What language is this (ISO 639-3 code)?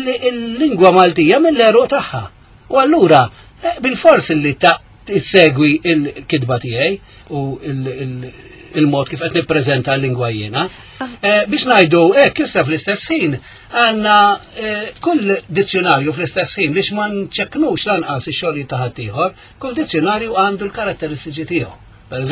mlt